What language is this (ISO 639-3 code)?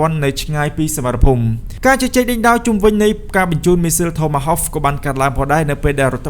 khm